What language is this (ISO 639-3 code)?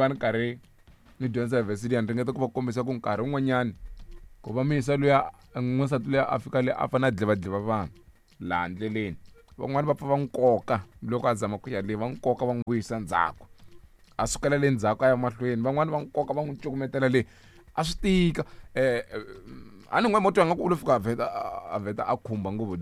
tso